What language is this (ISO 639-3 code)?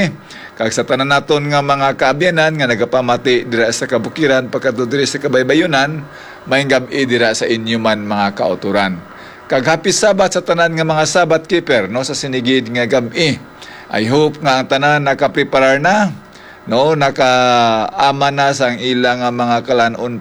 hil